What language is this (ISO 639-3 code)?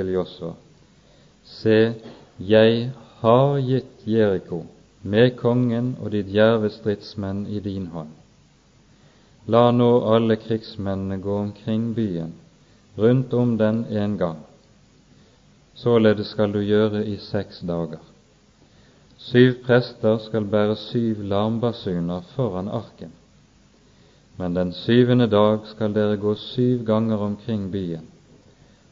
nor